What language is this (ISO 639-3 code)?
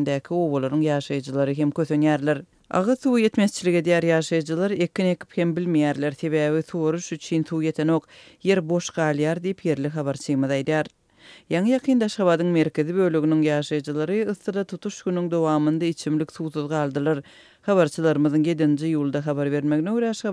tuk